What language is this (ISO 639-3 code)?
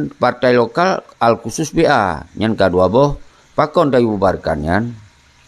ace